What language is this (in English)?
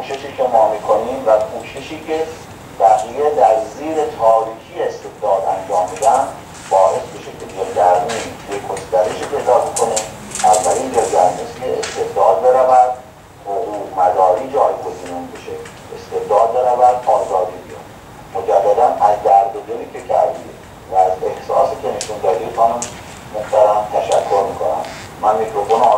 Persian